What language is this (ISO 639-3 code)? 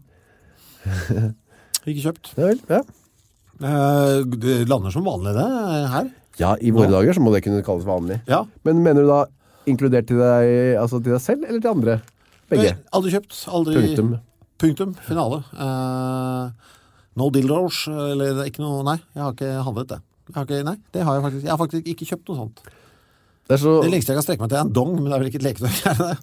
nor